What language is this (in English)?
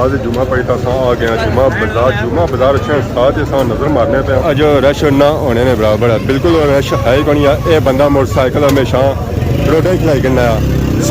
Pahari-Potwari